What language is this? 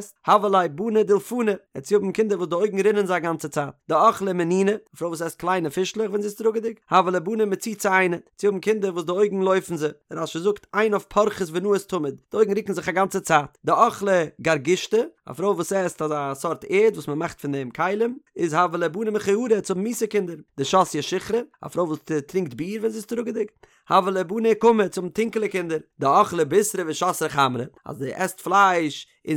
Yiddish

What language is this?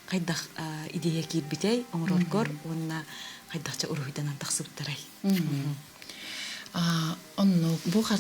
Yakut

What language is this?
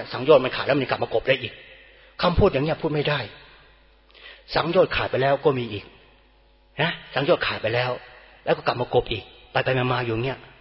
Thai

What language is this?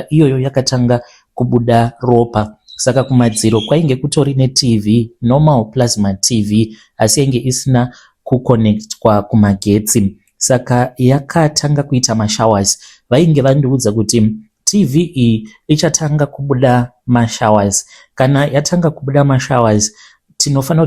Shona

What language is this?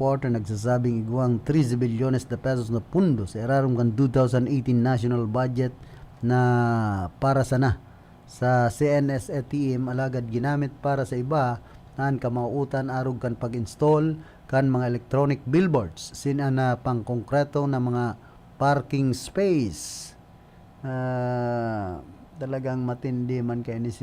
Bikol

